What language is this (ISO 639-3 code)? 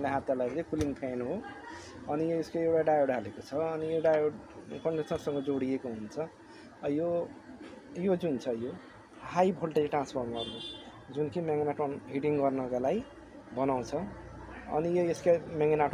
nep